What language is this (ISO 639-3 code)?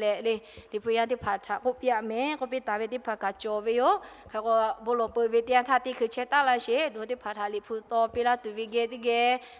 lhu